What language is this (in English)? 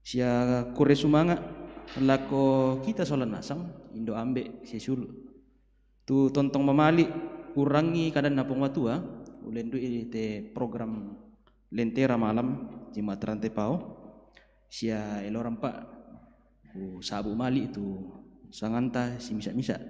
Toraja-Sa'dan